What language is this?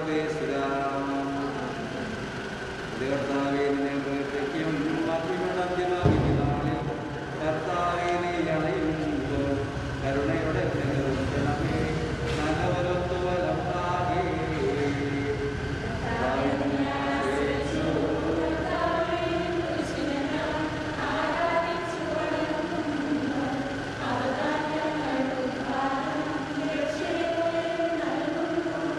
Malayalam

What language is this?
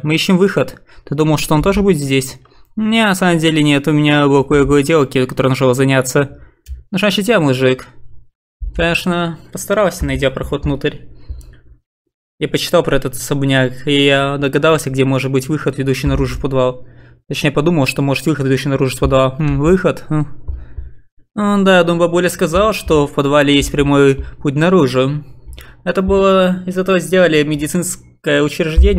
Russian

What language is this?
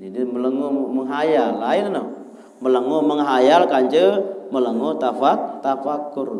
Sasak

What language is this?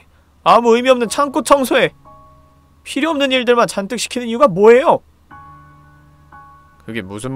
Korean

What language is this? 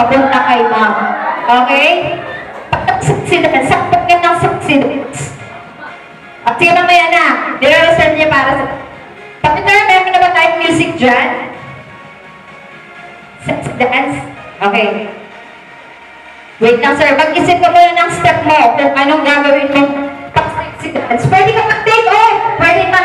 Filipino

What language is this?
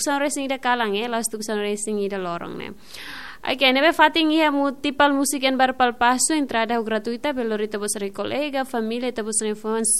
Tetum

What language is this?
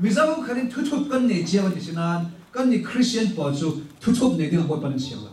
Hakha Chin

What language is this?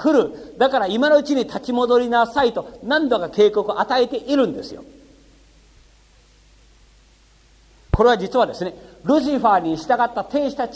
Japanese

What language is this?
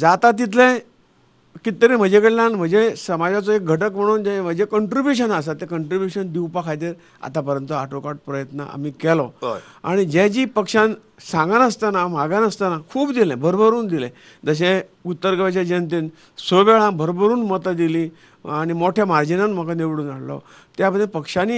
Konkani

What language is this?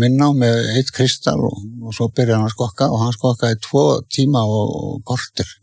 Icelandic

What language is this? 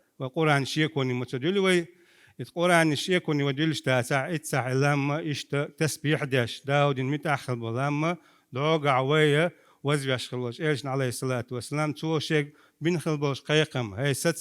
Chechen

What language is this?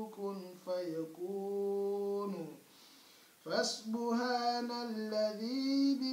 Arabic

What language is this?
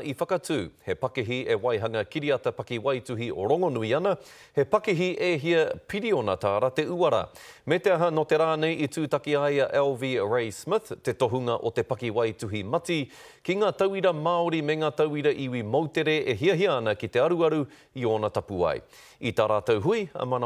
Māori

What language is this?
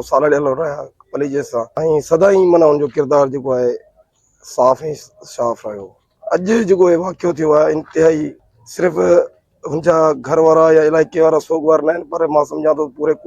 Sindhi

